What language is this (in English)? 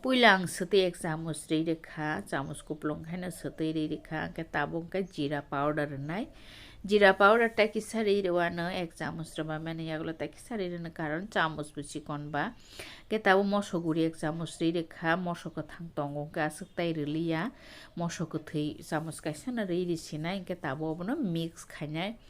Kok Borok